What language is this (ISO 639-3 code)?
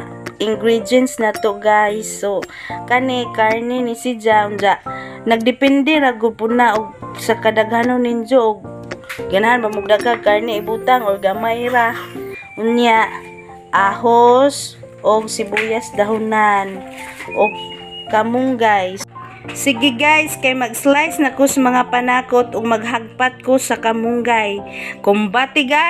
ceb